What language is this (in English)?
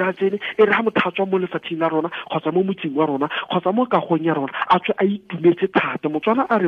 Tswana